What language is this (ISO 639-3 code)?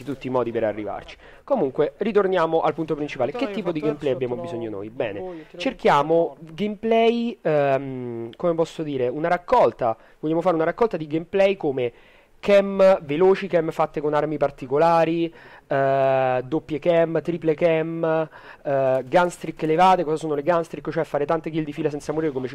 ita